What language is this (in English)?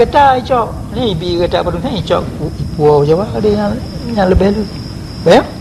Achinese